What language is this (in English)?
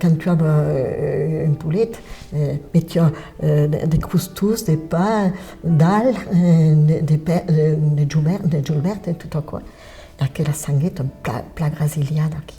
Occitan